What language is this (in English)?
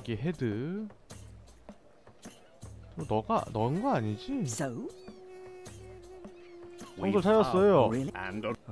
Korean